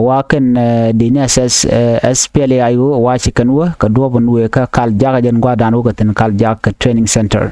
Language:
Nuer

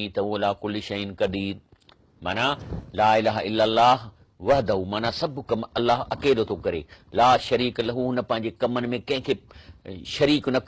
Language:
Sindhi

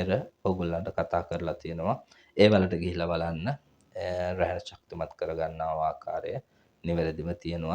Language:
Sinhala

